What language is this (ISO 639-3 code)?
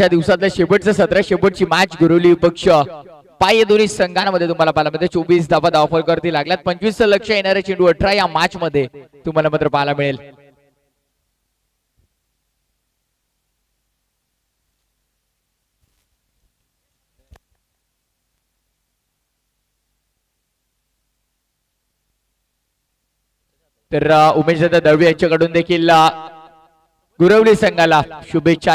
mar